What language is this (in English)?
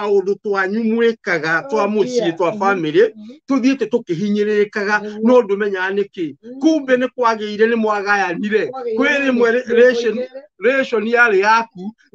Kikuyu